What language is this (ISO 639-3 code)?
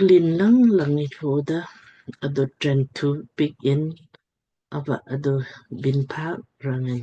lmk